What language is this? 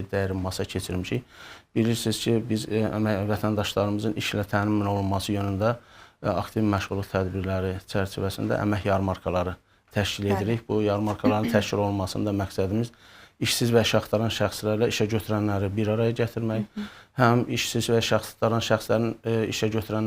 Azerbaijani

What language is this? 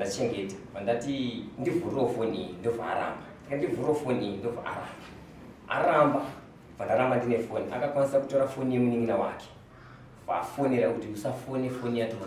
Shona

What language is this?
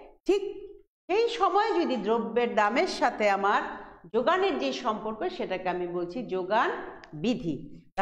Bangla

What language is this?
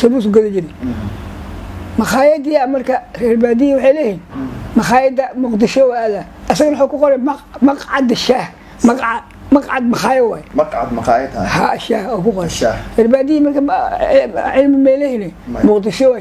Somali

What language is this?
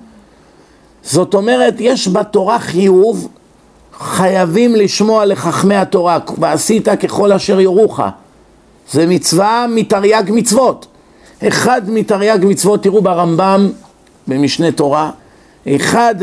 Hebrew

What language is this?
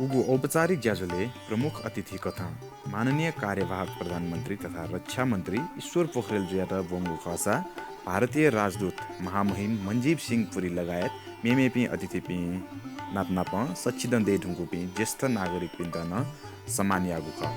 Newari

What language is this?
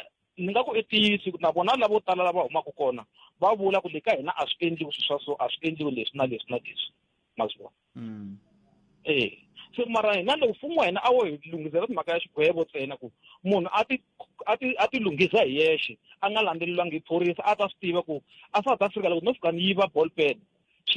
Tsonga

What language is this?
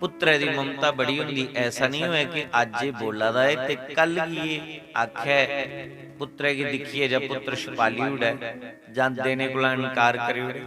Dogri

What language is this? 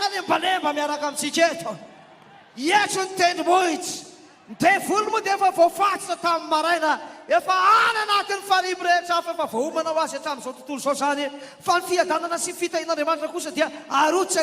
Malagasy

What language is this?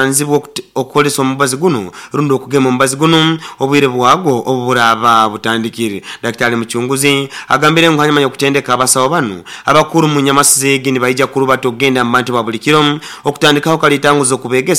Nyoro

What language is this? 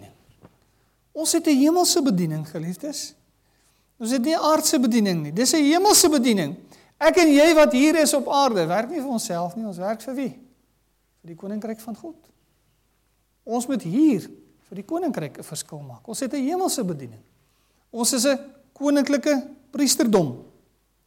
Afrikaans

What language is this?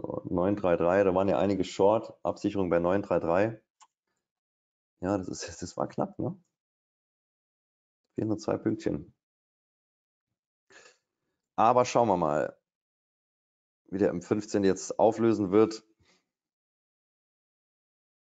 German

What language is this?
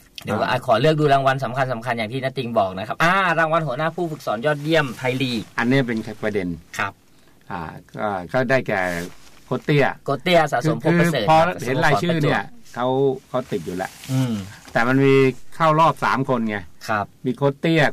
Thai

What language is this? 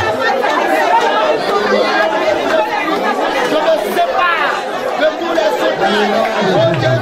French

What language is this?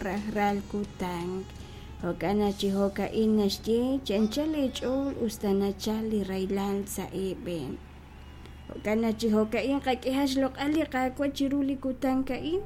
Kekchí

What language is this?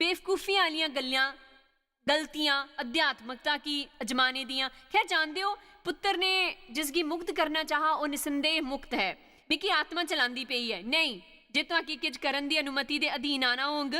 Dogri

